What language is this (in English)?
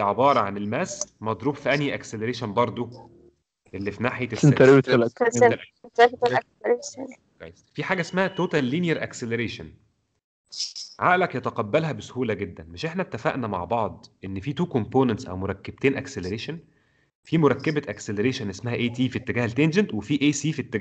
Egyptian Arabic